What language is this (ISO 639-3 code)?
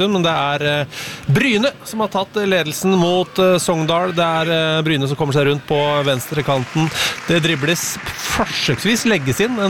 nor